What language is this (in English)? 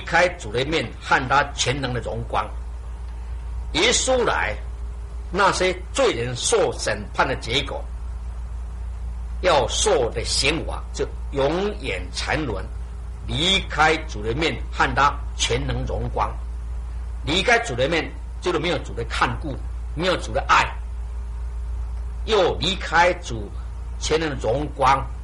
Chinese